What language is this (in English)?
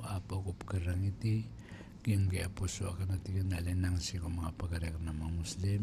Maranao